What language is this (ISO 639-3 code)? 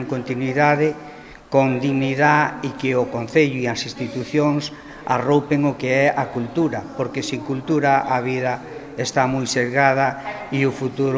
glg